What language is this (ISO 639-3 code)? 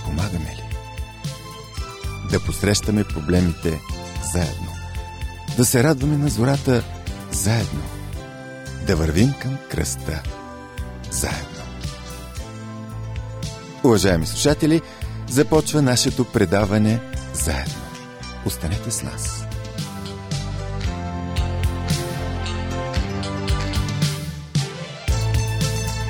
bul